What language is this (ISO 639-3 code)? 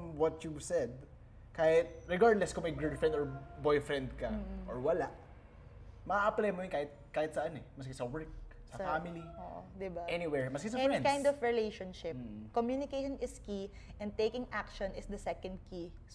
fil